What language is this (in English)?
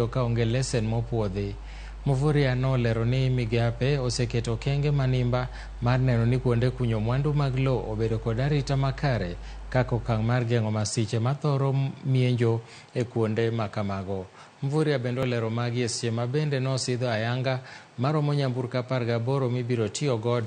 Luo (Kenya and Tanzania)